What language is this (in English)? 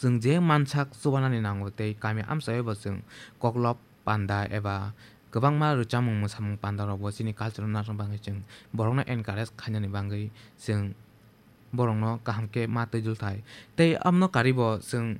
Kok Borok